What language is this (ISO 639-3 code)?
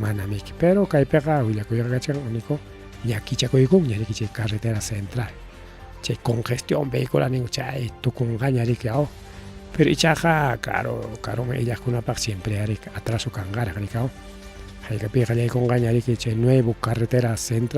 quy